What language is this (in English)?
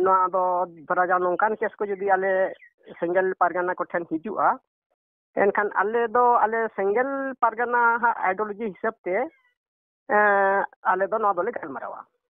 Santali